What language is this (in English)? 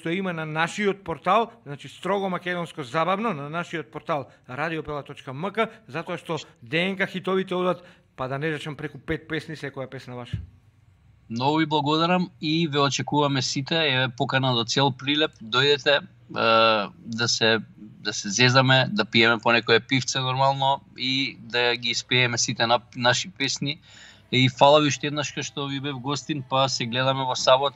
Macedonian